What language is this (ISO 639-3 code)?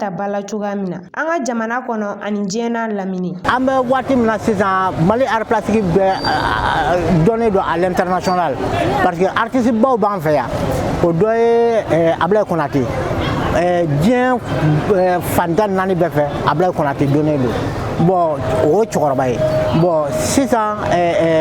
bam